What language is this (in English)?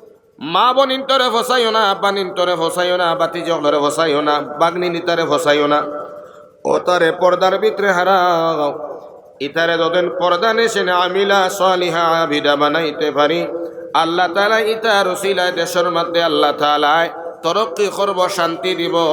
Sylheti